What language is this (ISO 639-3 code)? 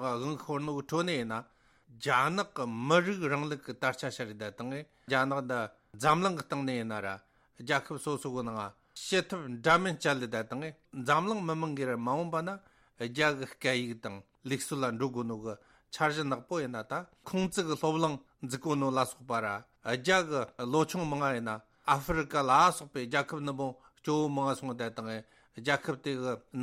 bod